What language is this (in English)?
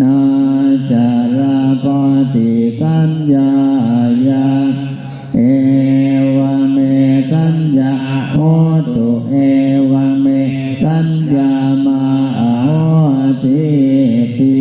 Pali